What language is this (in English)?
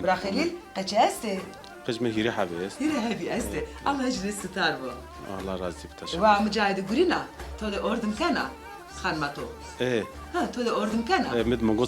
Zaza